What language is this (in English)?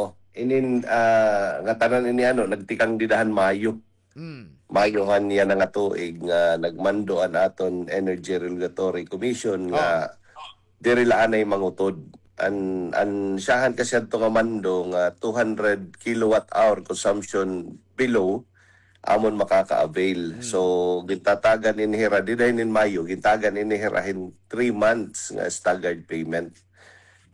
Waray